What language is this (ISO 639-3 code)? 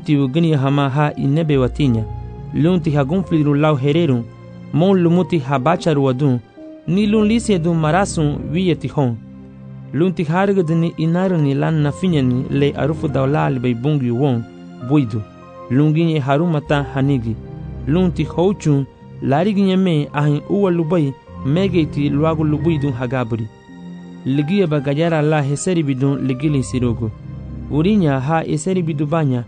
cab